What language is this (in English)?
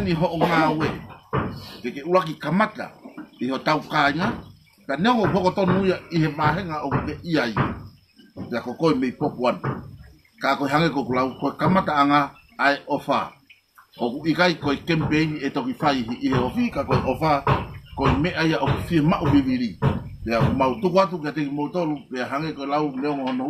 Tongan